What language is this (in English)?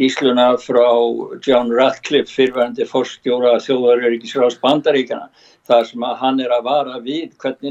Icelandic